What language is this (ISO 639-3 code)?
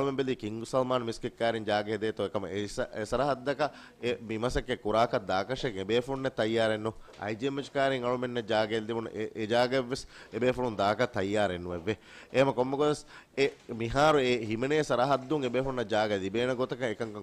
div